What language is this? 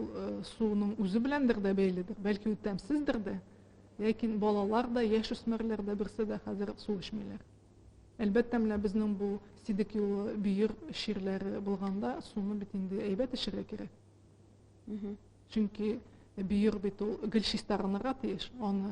Tatar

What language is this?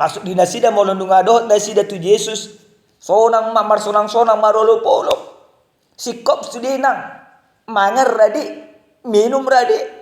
Batak Toba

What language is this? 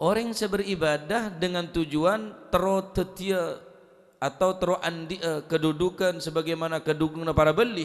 Madurese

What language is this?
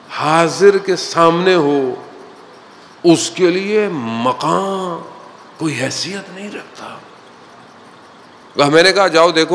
Urdu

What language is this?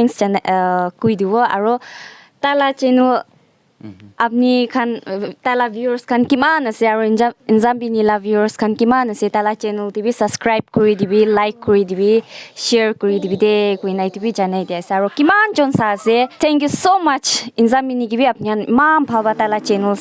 Naga Pidgin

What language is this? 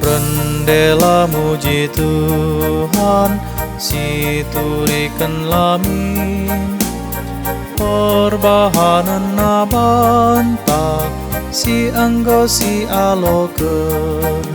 Batak Karo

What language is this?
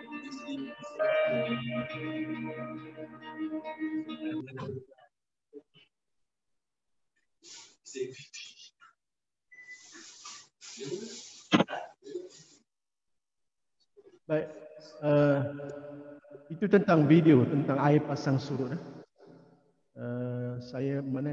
Malay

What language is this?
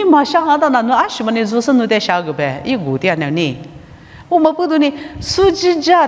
Lisu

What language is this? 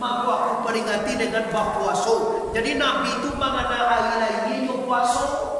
Minangkabau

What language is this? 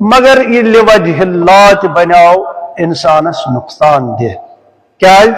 Kashmiri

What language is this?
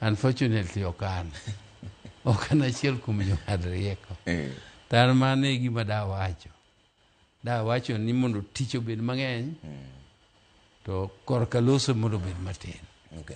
Luo (Kenya and Tanzania)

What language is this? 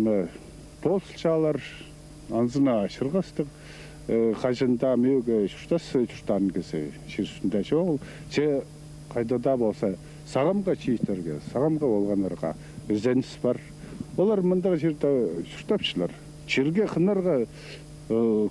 Khakas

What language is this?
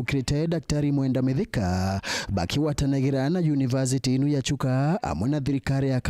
Meru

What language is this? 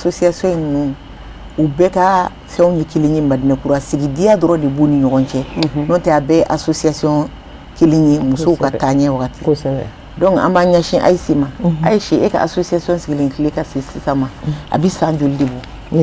Bambara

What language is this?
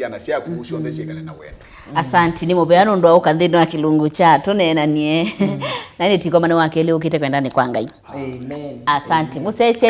Kamba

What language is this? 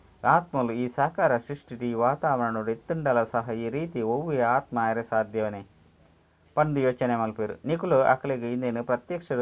Tulu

